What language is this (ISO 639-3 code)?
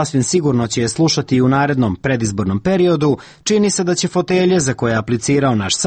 hrv